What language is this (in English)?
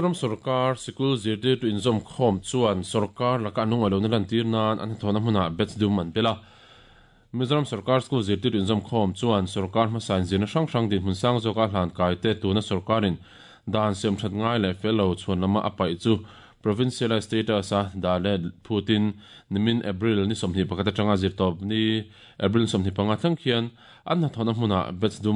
Mizo